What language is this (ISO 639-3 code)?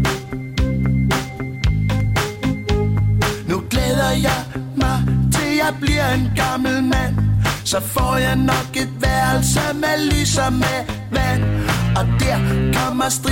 dan